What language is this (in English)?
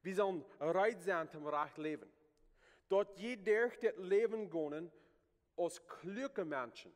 Plautdietsch